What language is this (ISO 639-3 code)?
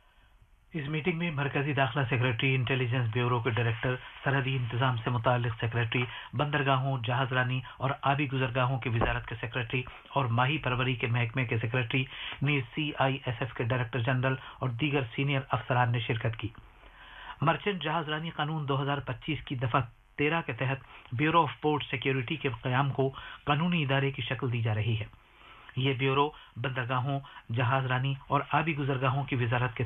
urd